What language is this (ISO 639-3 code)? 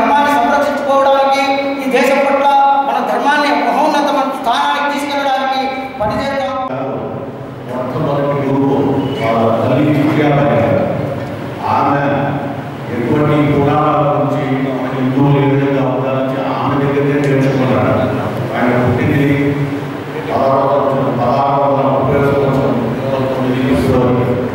tel